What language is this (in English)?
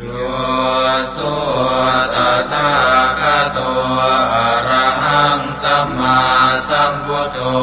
Pali